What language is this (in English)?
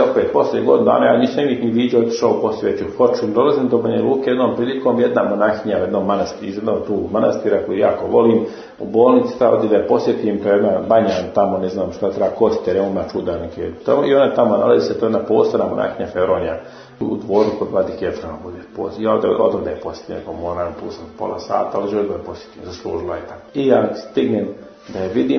Serbian